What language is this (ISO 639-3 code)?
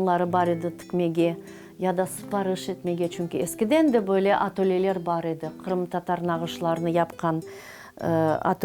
crh